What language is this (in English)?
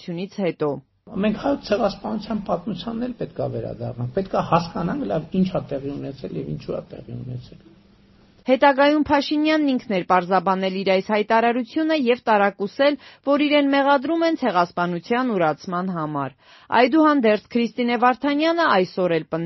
Armenian